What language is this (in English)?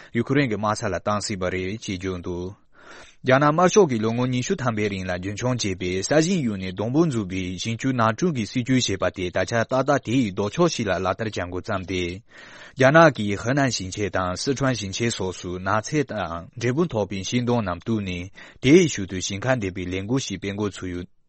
Tibetan